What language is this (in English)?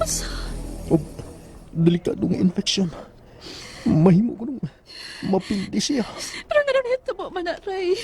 Cebuano